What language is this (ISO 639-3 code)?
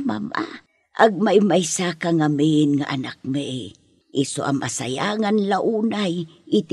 ilo